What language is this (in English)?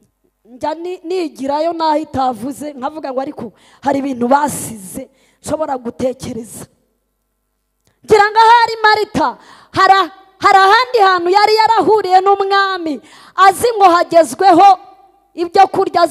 Kinyarwanda